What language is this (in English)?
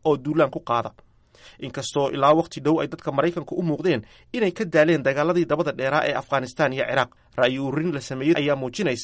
Somali